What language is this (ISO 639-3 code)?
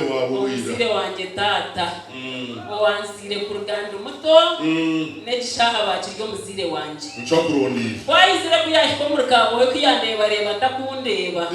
nyn